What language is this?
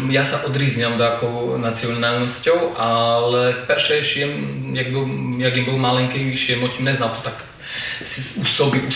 Rusyn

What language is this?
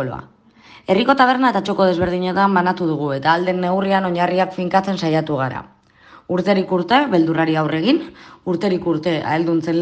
Basque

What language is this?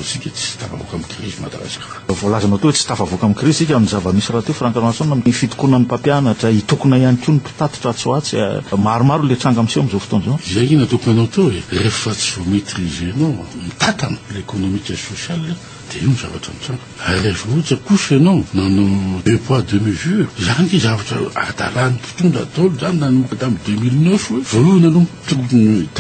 Malagasy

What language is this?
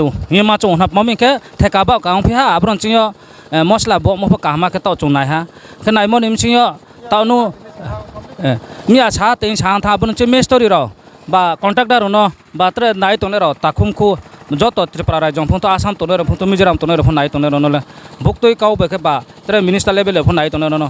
Riang (India)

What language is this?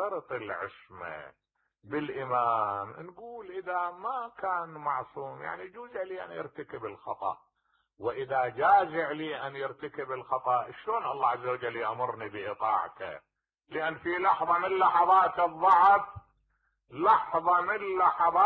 Mesopotamian Arabic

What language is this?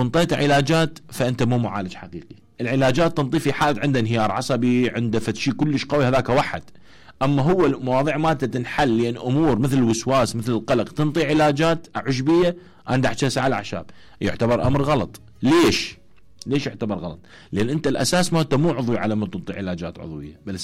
Mesopotamian Arabic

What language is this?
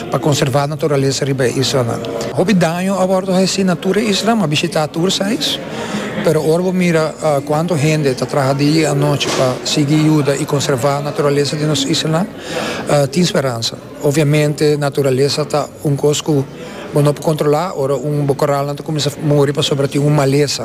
Papiamento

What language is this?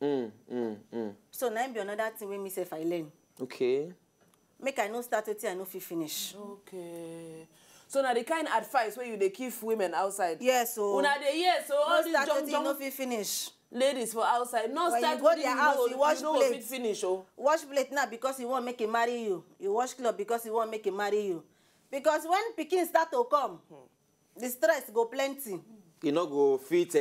Nigerian Pidgin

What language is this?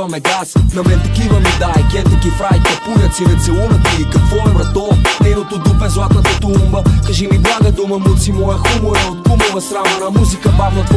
Bulgarian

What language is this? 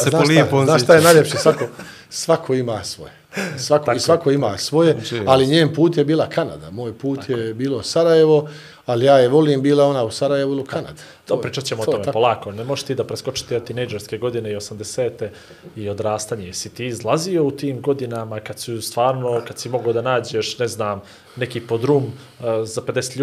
Bosnian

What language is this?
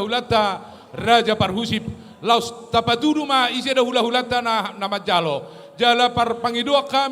Batak Toba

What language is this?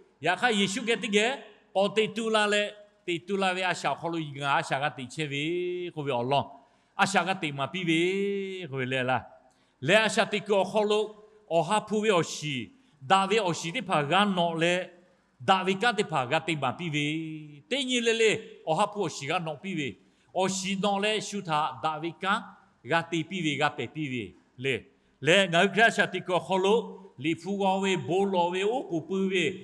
Lahu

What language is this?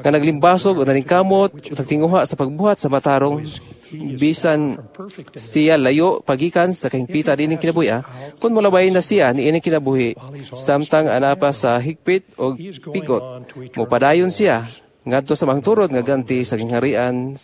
Cebuano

